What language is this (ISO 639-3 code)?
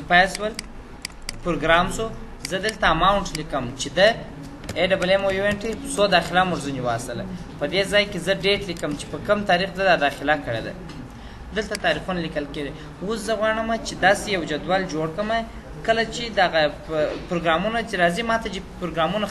pus